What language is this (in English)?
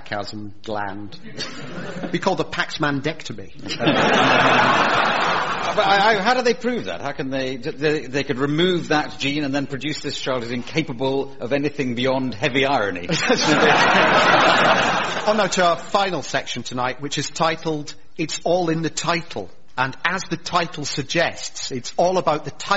English